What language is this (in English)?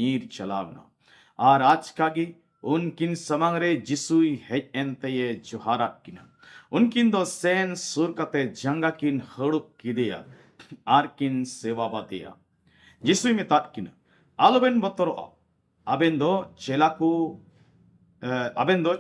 Santali